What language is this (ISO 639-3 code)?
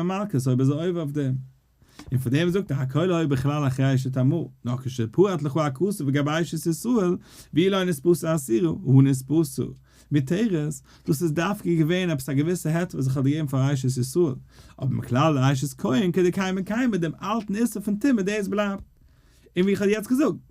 yid